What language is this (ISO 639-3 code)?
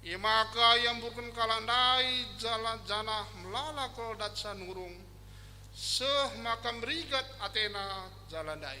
btx